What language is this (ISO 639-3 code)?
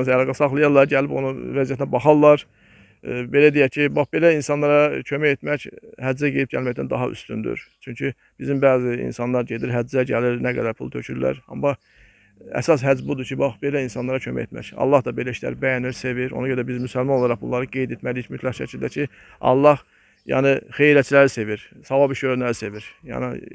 aze